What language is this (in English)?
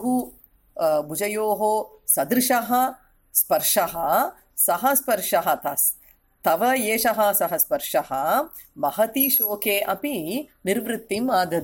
Sanskrit